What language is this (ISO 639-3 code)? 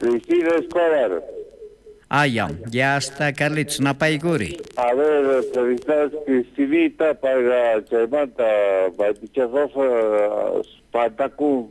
quh